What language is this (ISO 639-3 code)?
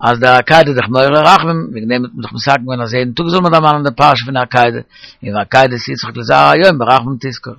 yid